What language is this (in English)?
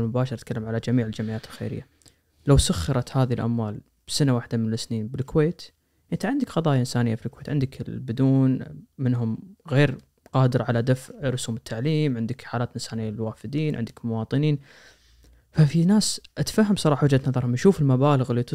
Najdi Arabic